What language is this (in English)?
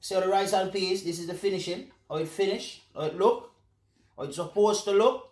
Jamaican Creole English